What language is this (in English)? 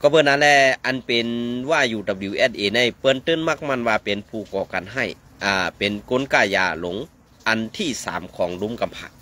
Shan